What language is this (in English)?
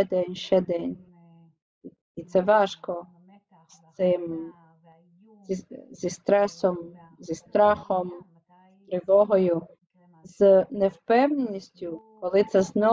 Ukrainian